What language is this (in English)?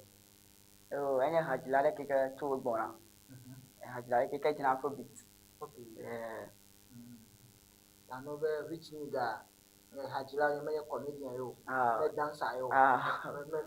Ewe